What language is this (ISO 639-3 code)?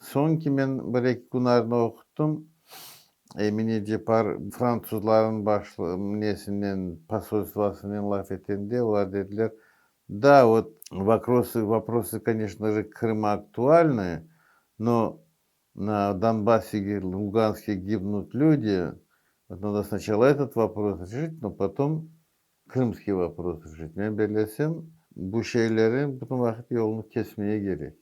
crh